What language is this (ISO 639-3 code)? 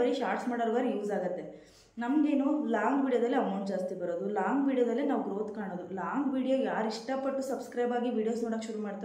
kan